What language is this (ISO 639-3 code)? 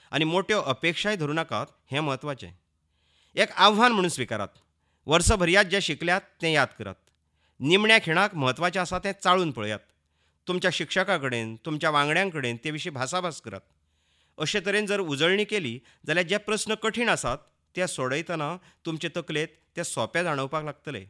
kok